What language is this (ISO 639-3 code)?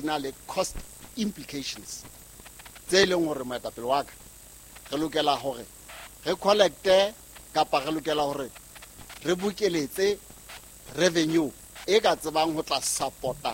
sot